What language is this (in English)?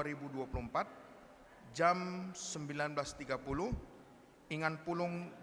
Batak Karo